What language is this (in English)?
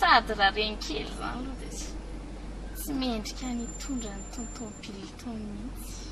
Malagasy